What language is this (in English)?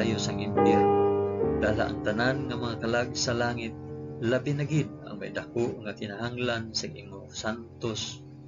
Hiligaynon